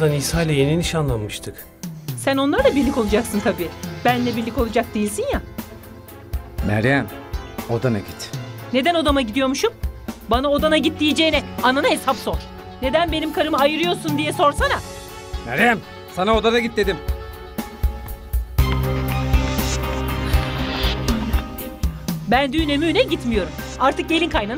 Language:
Turkish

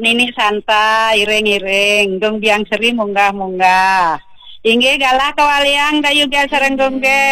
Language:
Balinese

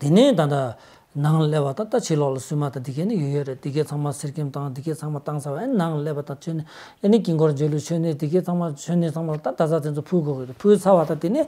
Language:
Tibetan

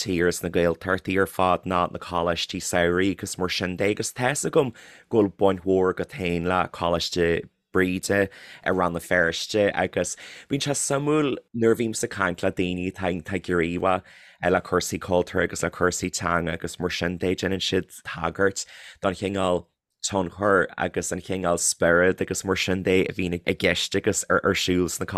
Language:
Irish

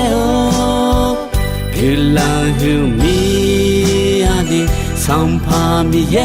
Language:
Akha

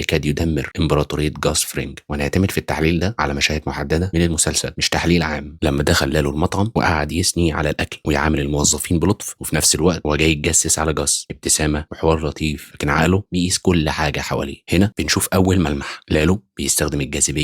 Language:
Egyptian Arabic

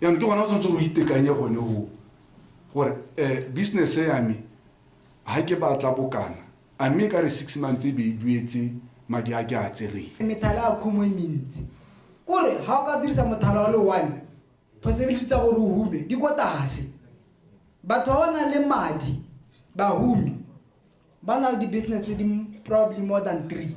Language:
Tswana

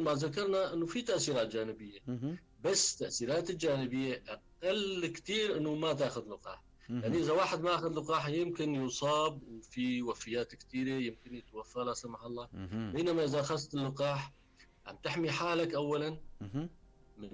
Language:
North Levantine Arabic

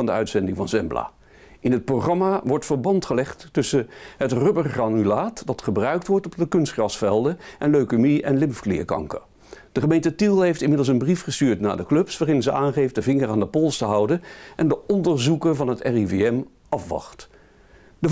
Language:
Dutch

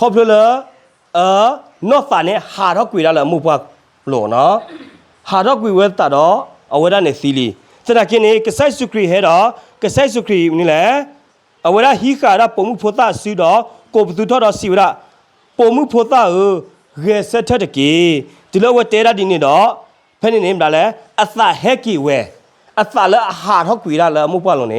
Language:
S'gaw Karen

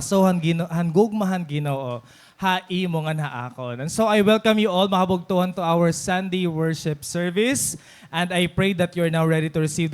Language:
Waray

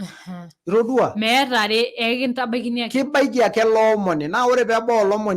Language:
Masai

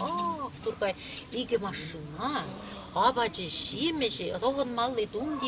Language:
Chuvash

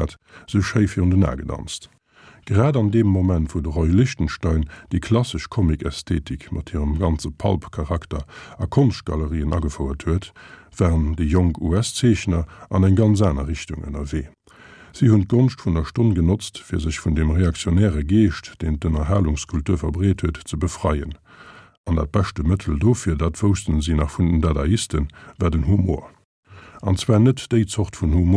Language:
Luxembourgish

